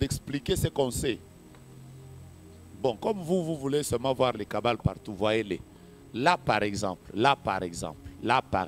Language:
French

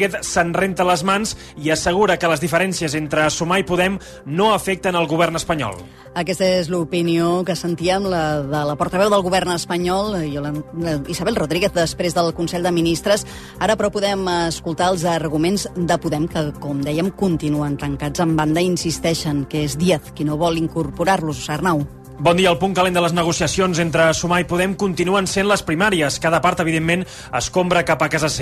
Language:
Catalan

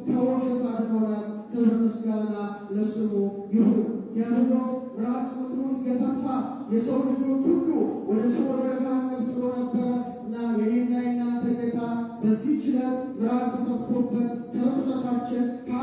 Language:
Amharic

